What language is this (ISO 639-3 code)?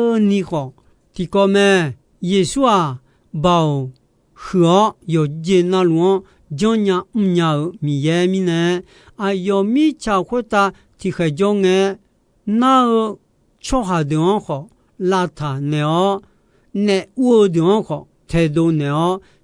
ahk